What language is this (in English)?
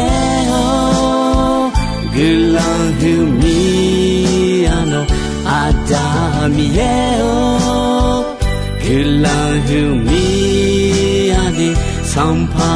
Akha